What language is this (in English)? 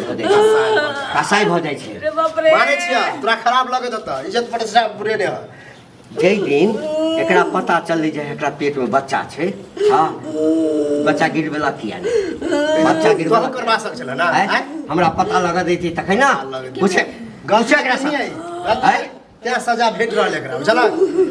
Maithili